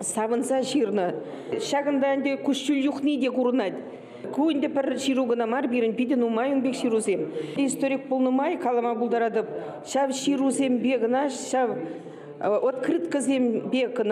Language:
Chuvash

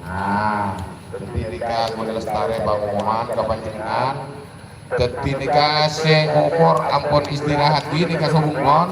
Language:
Madurese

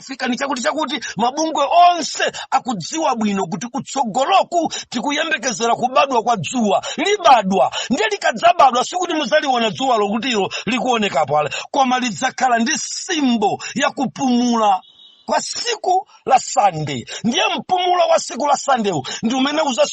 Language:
Nyanja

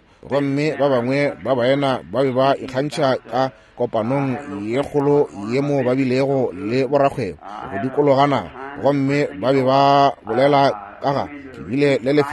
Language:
Northern Sotho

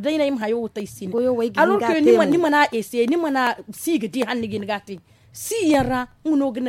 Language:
Zarma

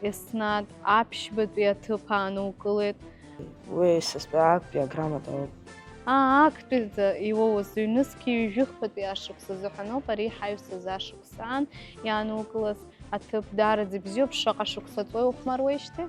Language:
Abkhazian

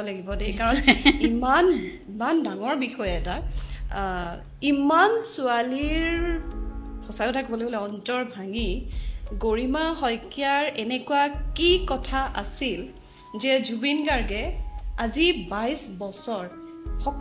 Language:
Assamese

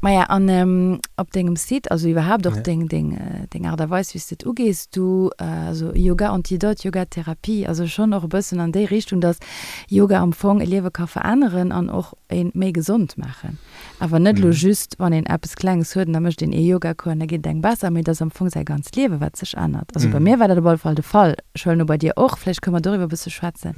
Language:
Luxembourgish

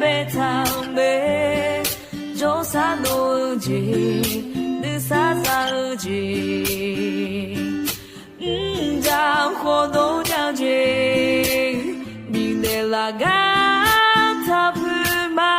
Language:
Akha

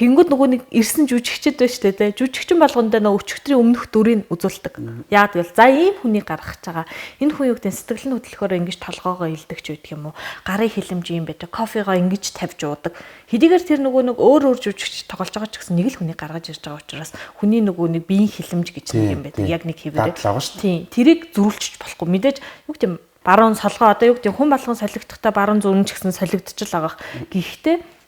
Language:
Mongolian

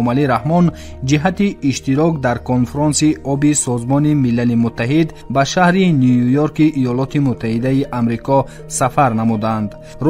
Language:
Tajik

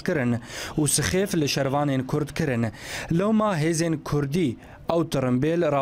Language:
Kurdish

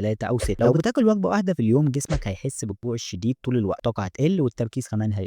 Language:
Egyptian Arabic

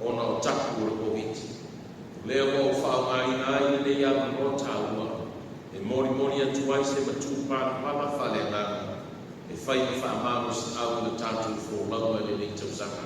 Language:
Samoan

